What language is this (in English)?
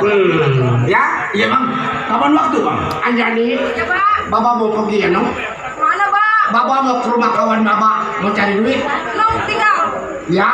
Betawi